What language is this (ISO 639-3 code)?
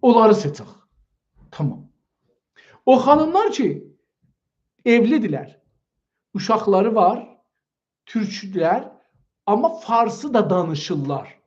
azb